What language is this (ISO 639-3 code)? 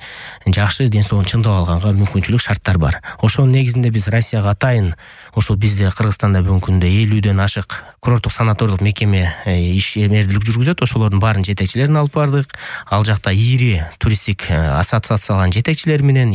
kir